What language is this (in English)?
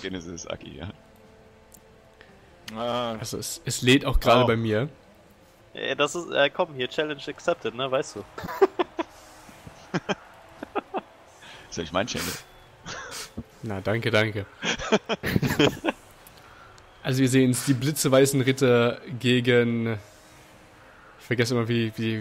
German